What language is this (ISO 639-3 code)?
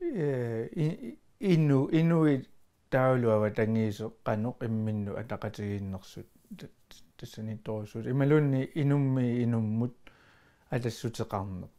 kal